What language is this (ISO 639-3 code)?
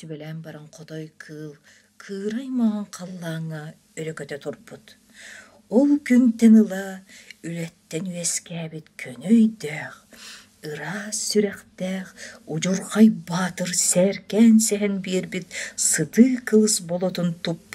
sah